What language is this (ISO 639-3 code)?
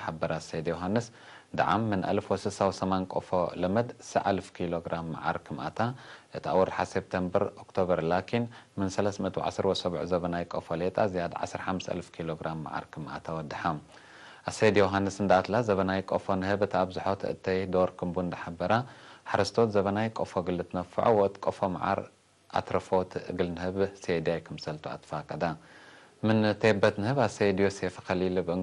tig